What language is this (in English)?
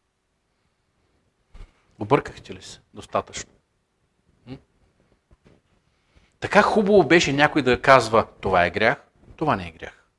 Bulgarian